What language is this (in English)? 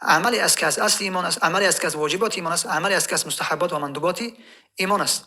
Tajik